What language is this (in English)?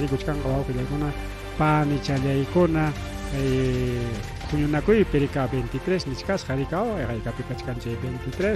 Ayacucho Quechua